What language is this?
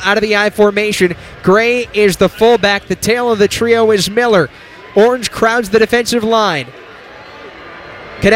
English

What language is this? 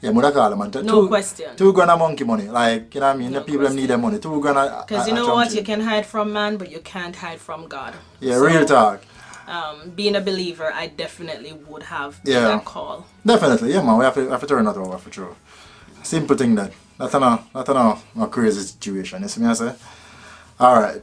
Jamaican Creole English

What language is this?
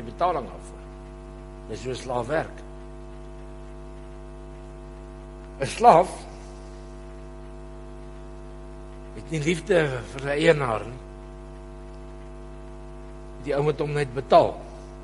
Afrikaans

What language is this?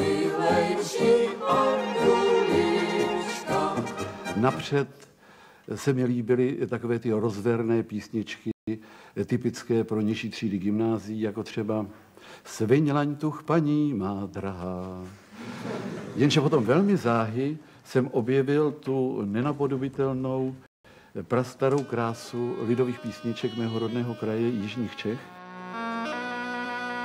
Czech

